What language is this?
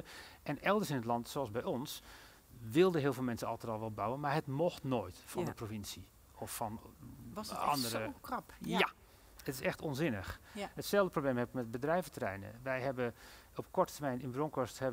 Dutch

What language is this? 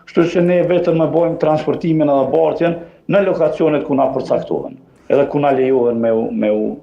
Albanian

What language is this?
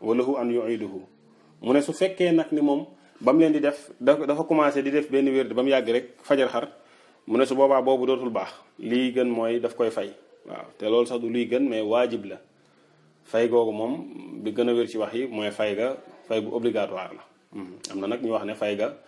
Wolof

